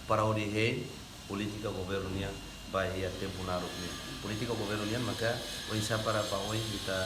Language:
Tetum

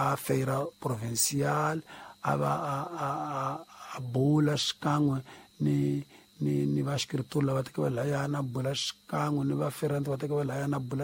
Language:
Tsonga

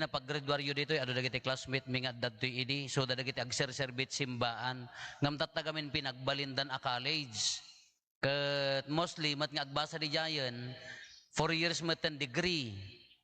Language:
Iloko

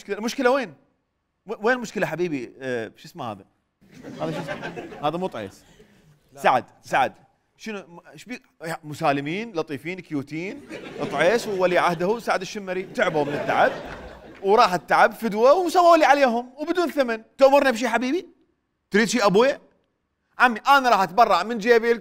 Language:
Mesopotamian Arabic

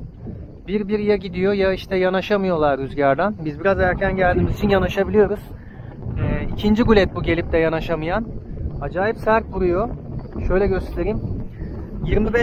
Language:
Turkish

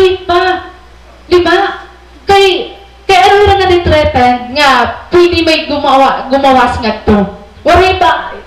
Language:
Waray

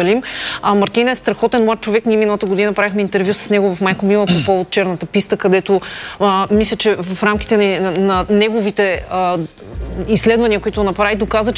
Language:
Bulgarian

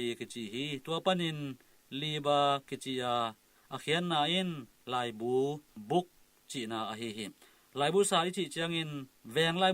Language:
Tedim Chin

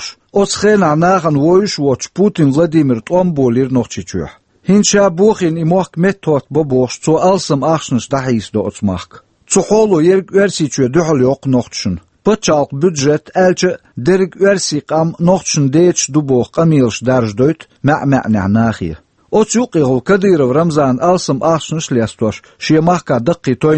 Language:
Chechen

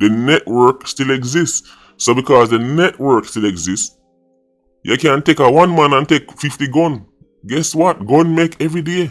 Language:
Jamaican Creole English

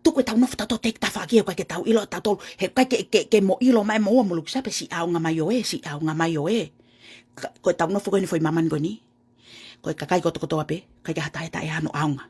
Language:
Tongan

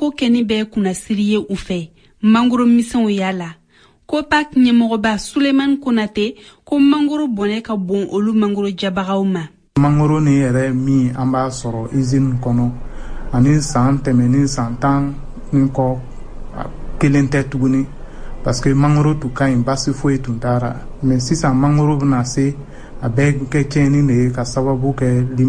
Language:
Bambara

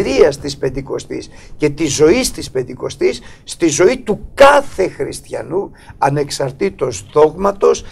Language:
Greek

